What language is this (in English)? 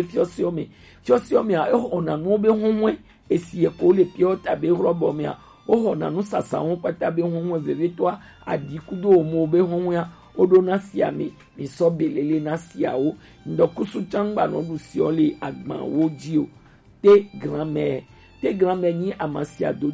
Gen